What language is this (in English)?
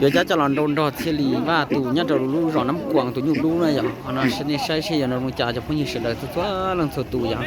Hmong